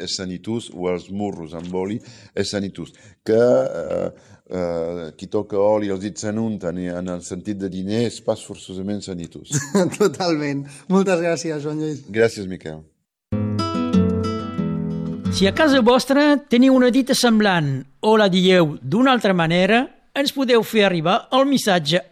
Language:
Catalan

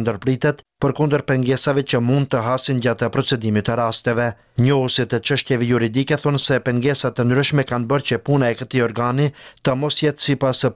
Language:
Albanian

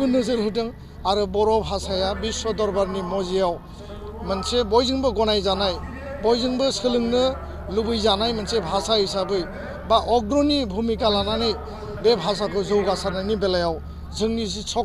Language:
Bodo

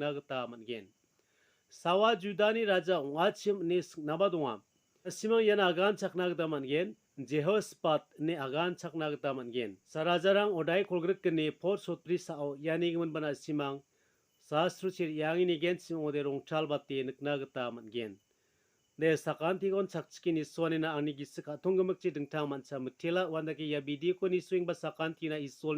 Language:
Garo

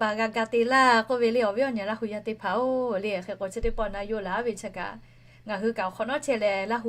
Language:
Lahu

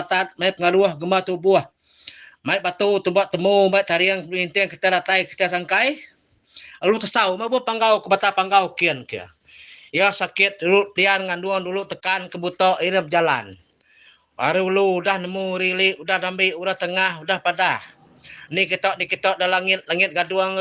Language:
Iban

